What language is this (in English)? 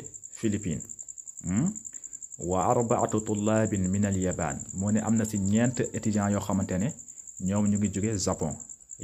Wolof